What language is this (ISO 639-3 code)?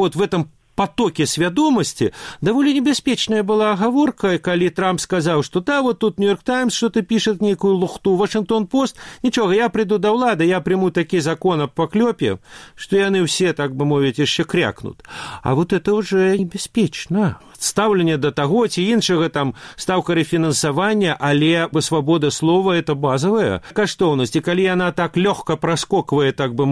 bel